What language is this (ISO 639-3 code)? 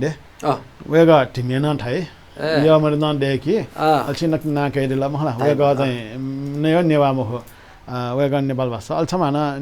new